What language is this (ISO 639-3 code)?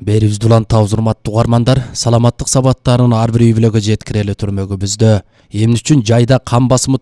kir